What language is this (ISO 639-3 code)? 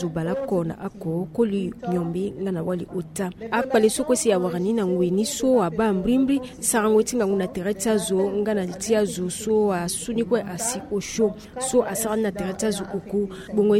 sag